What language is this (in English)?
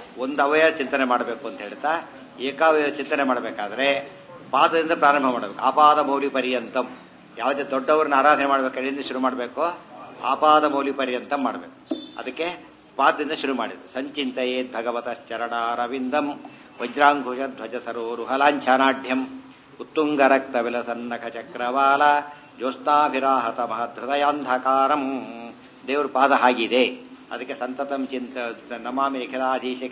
Kannada